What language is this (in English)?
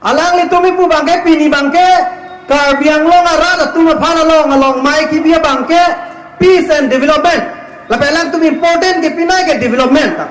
Karbi